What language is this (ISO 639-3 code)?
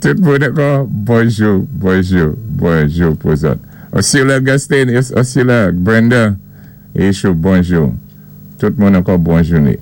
acf